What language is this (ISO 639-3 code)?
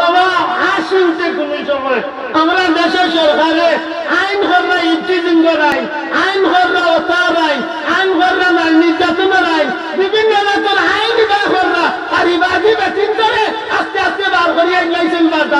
syl